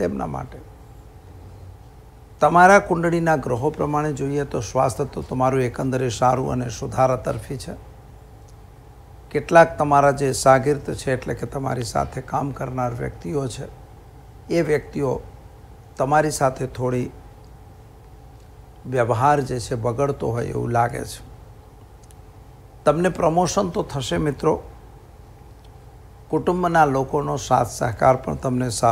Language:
Gujarati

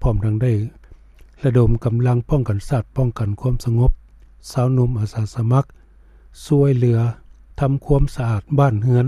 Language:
Lao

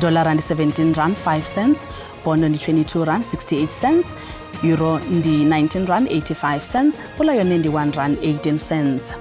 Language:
Venda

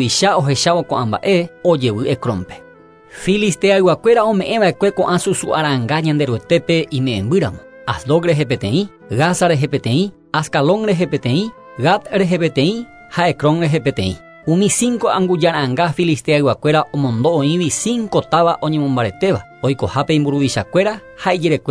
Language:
Guarani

